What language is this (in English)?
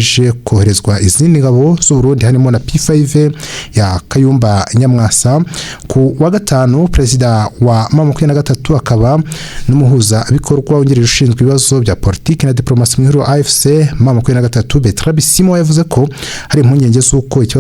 Kinyarwanda